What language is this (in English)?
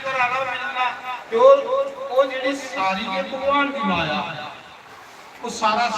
Dogri